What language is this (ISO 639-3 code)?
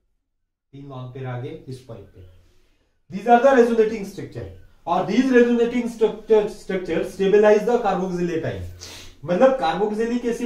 hin